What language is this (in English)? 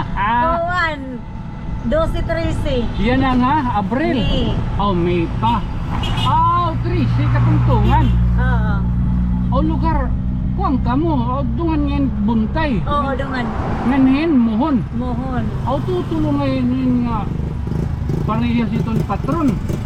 Waray